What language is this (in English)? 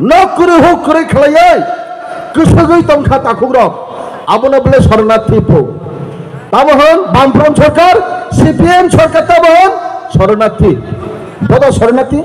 Kok Borok